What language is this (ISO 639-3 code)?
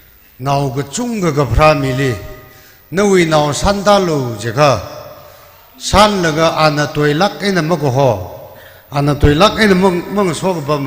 nmf